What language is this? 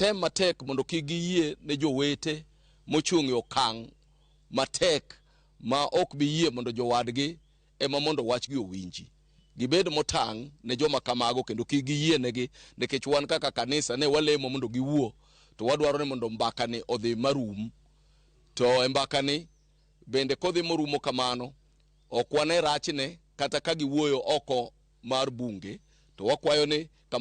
Luo (Kenya and Tanzania)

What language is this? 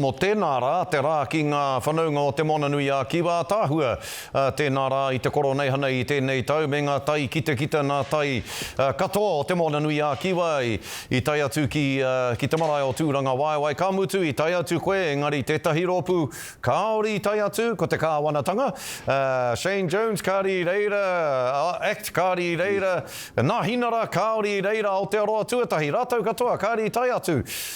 Māori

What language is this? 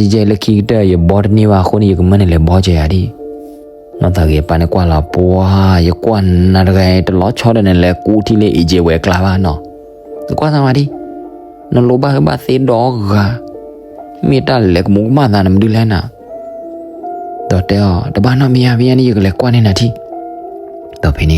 S'gaw Karen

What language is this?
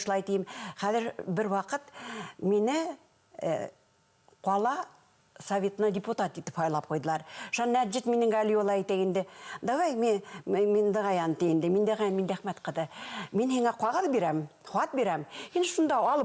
Bashkir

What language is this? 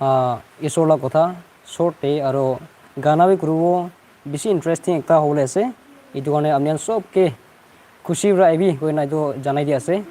Naga Pidgin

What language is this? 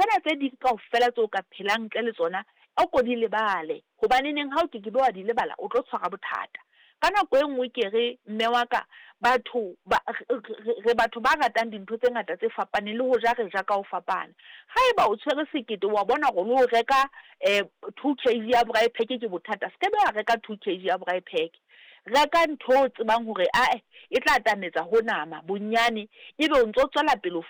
Southern Sotho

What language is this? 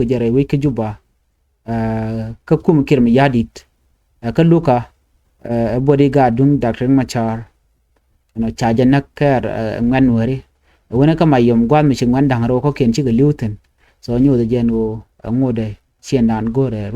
Nuer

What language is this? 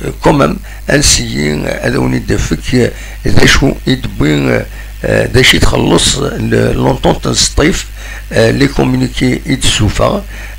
Kabyle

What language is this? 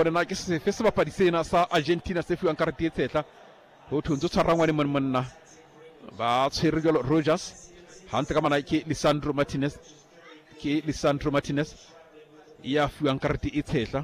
Southern Sotho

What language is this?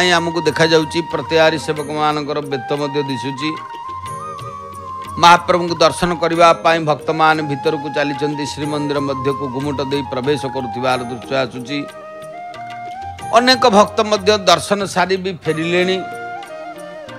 Odia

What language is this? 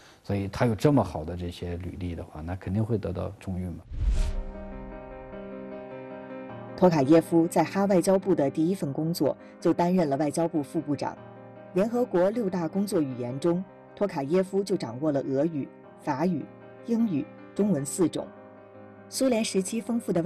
Chinese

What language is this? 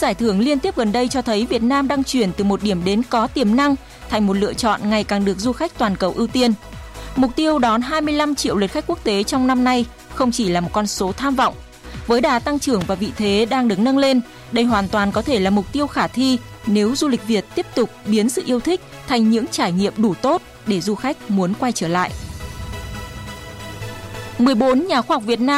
Vietnamese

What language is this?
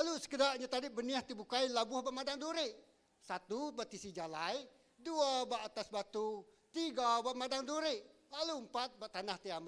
Iban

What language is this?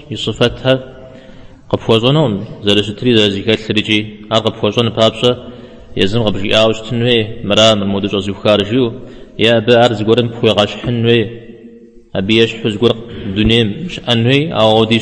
Kabardian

